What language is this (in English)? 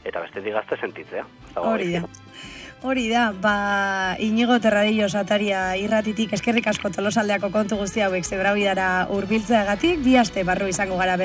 Basque